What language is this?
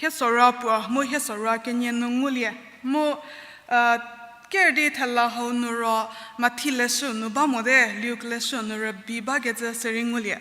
Angami Naga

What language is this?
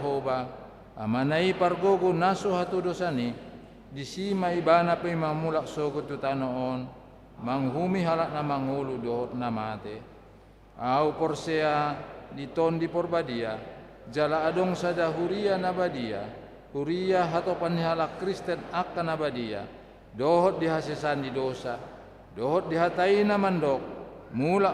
Batak Toba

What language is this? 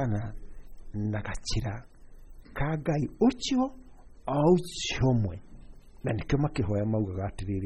Kikuyu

